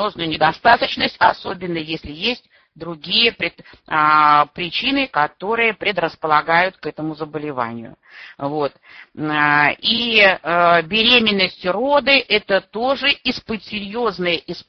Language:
Russian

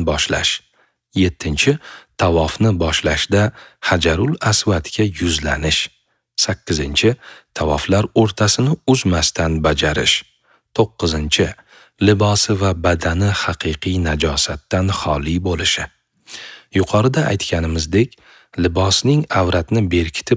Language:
Uzbek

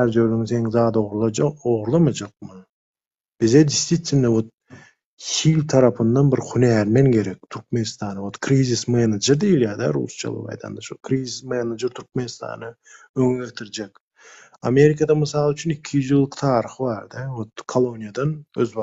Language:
Turkmen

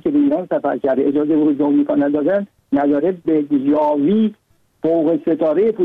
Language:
Persian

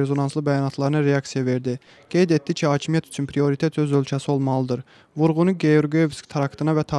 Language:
Azerbaijani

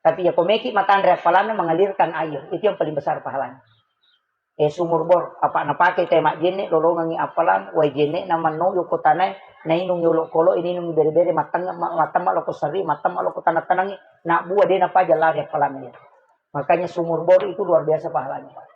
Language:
Buginese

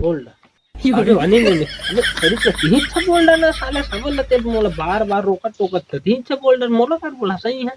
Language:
Chhattisgarhi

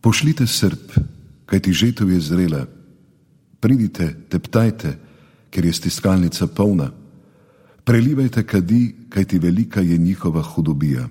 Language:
Slovenian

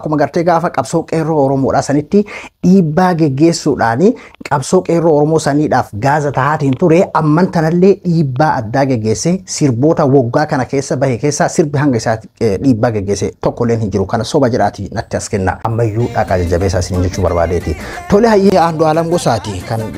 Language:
Oromo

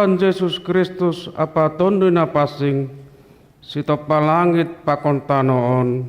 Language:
Batak Simalungun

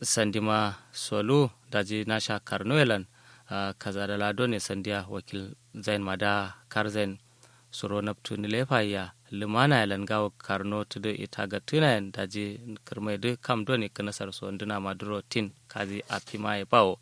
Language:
Kanuri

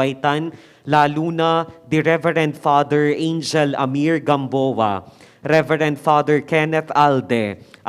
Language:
Pampanga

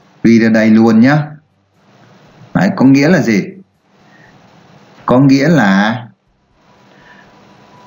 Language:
Vietnamese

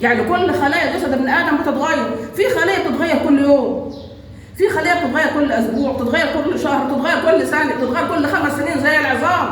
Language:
Egyptian Arabic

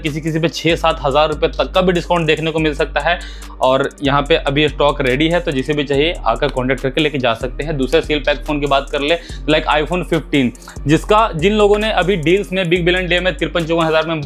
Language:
Hindi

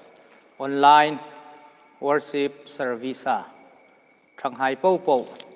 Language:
Hmar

